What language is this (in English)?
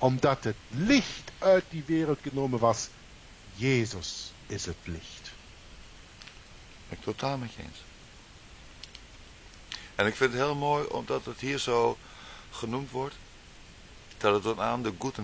Dutch